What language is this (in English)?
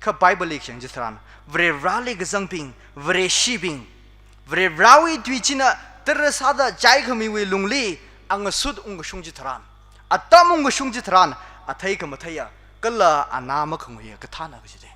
Tangkhul Naga (India)